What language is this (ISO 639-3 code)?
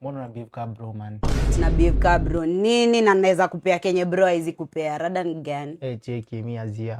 swa